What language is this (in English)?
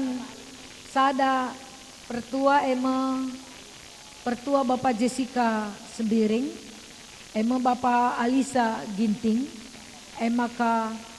Batak Karo